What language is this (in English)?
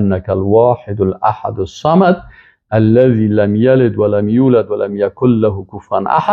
Persian